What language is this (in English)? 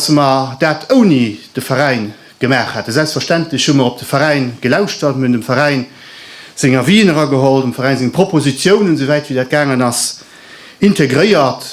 Luxembourgish